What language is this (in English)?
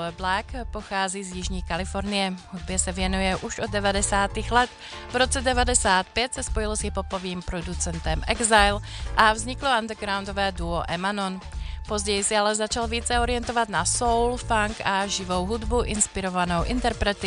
Czech